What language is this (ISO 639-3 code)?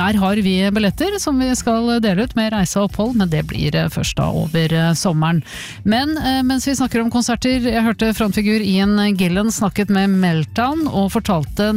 nor